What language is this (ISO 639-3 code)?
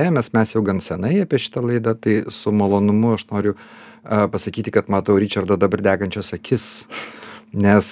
lit